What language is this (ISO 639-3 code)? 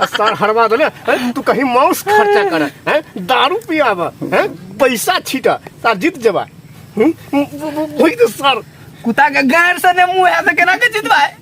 mai